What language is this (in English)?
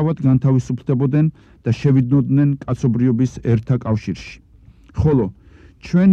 Georgian